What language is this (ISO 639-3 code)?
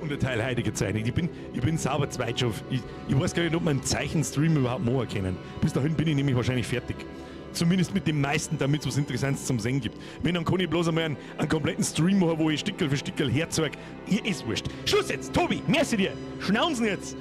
bar